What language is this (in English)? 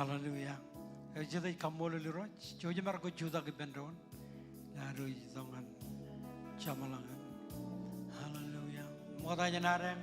Marshallese